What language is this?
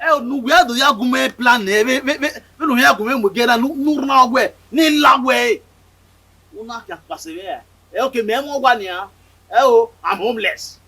Bini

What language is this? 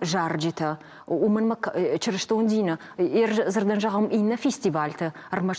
Ossetic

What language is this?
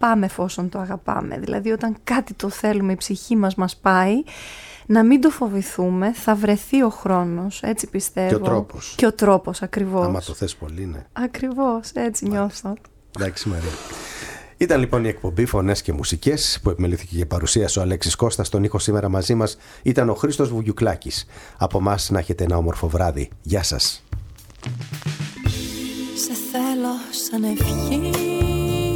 Greek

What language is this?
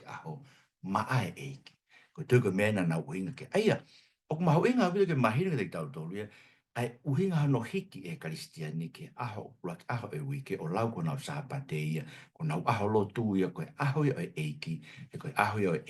Tongan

